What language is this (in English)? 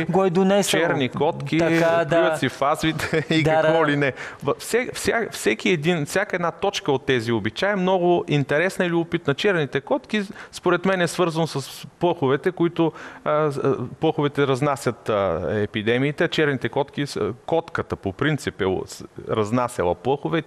Bulgarian